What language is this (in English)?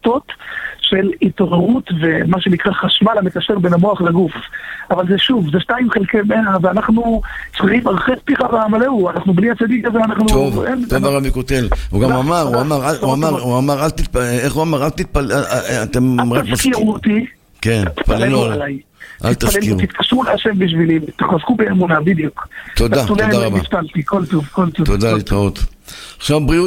Hebrew